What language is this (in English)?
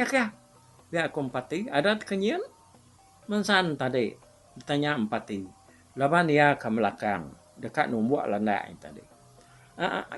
Iban